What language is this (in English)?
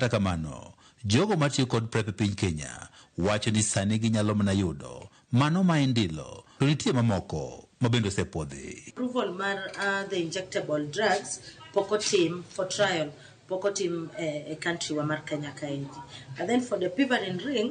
Luo (Kenya and Tanzania)